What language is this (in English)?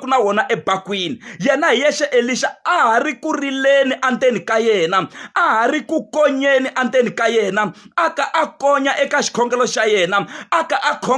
Tsonga